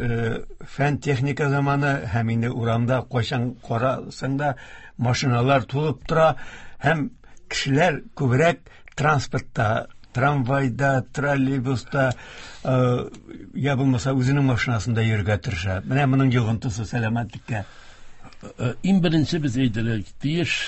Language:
Tatar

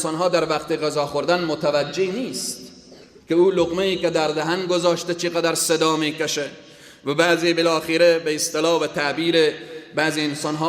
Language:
Persian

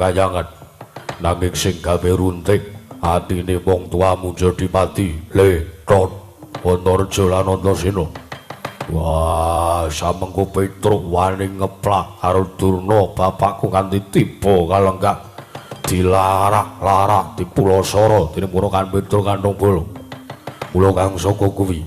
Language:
Javanese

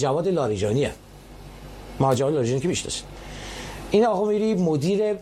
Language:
Persian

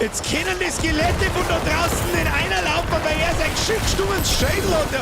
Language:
Bavarian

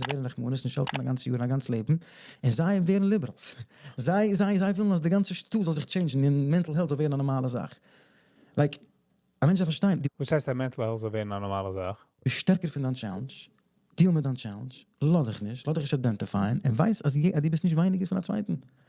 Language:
Yiddish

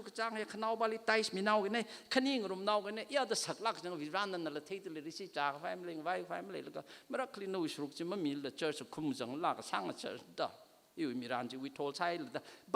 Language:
Tangkhul Naga (India)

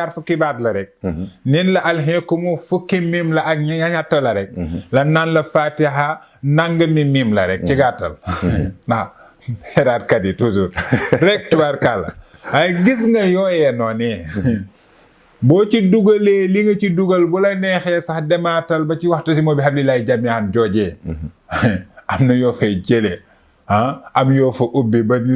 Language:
Wolof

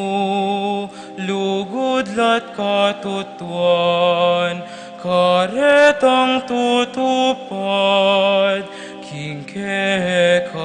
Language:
Pampanga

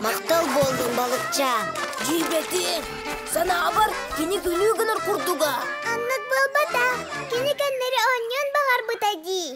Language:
Yakut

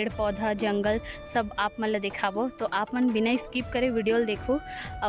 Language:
Chhattisgarhi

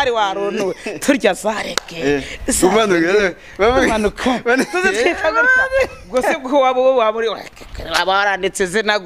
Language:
Kinyarwanda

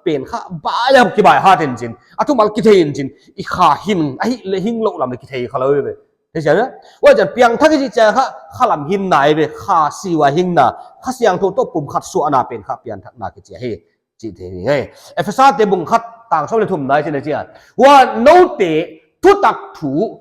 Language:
Paite Chin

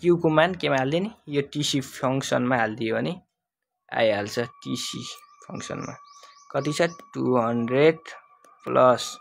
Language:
Nepali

